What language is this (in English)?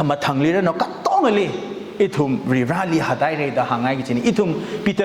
Tangkhul Naga (India)